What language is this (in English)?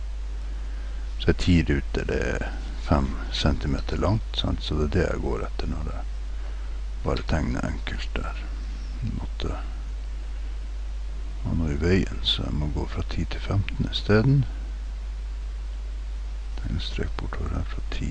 Norwegian